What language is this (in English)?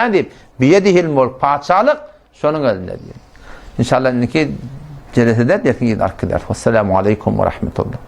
Turkmen